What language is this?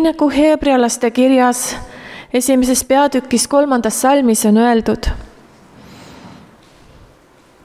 Estonian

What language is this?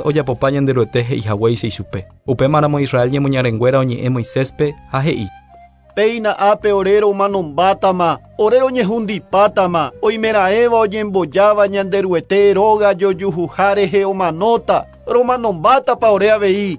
Guarani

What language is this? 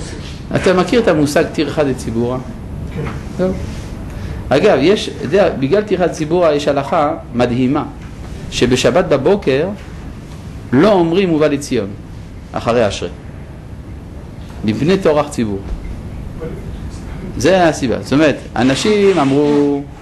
Hebrew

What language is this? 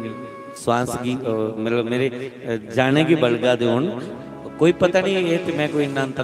Dogri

